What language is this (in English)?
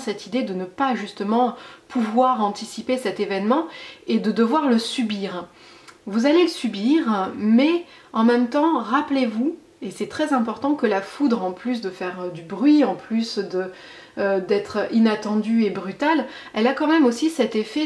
French